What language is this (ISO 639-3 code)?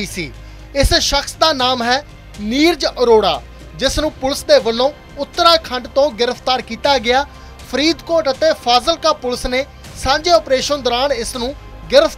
pan